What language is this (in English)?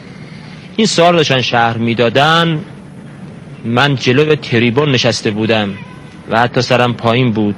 Persian